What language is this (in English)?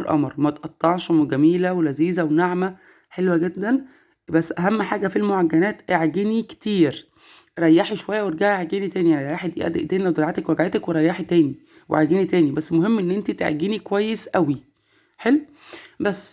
Egyptian Arabic